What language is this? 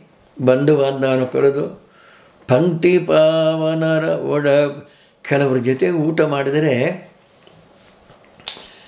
Kannada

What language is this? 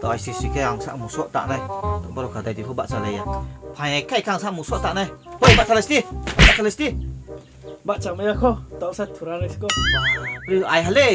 Riang (India)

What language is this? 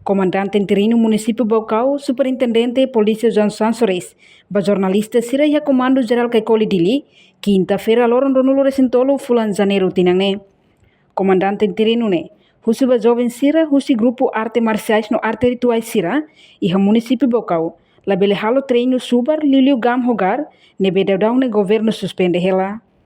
Tetum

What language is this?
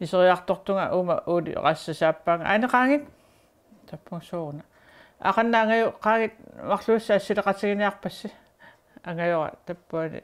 Kalaallisut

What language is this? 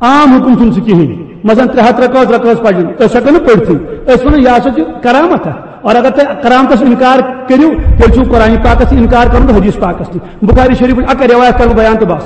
Kashmiri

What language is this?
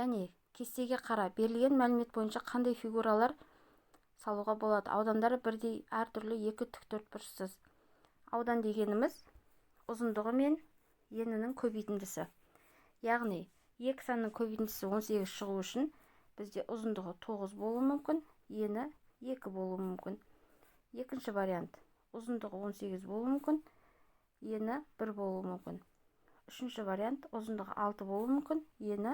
Kazakh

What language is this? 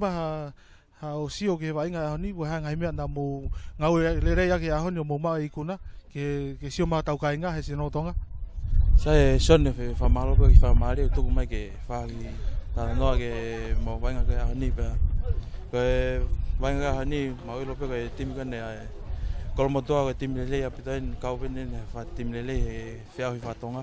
Tongan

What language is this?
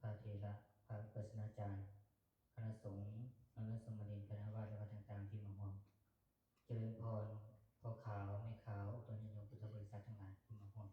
Lao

